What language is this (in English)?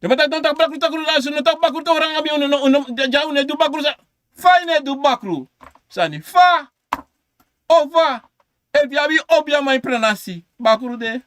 Sranan Tongo